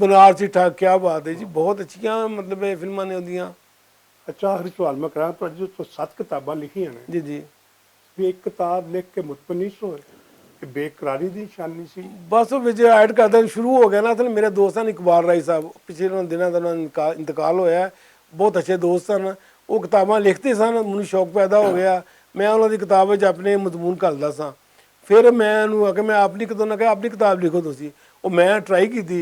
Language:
Western Panjabi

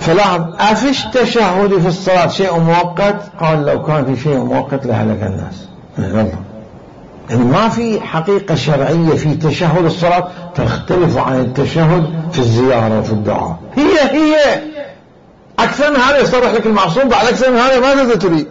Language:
Mesopotamian Arabic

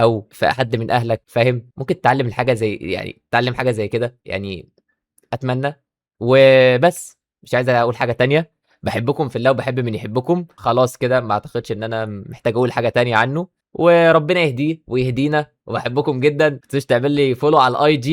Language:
Egyptian Arabic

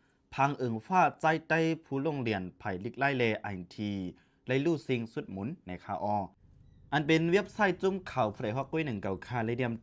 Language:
Shan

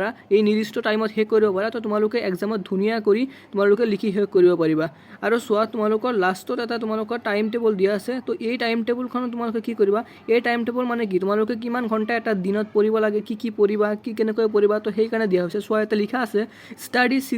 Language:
Assamese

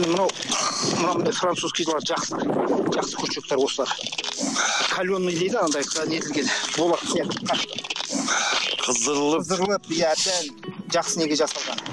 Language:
Kazakh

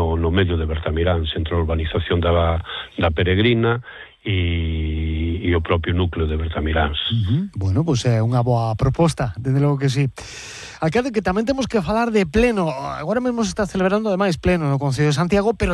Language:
Galician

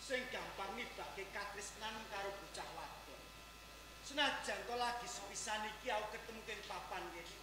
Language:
Javanese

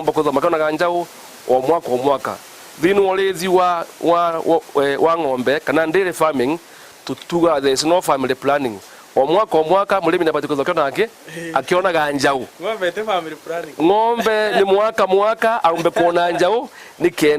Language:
Meru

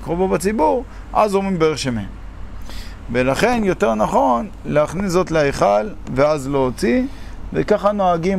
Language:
Hebrew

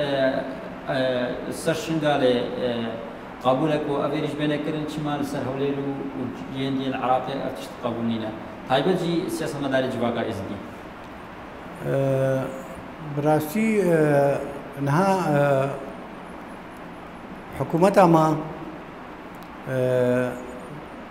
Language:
Kurdish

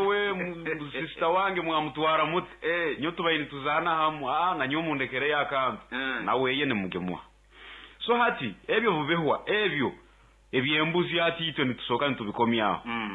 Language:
Nyoro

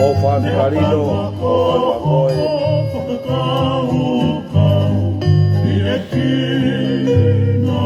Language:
Tongan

